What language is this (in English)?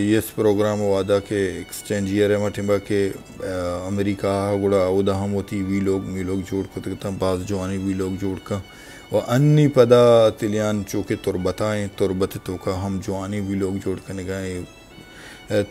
Baluchi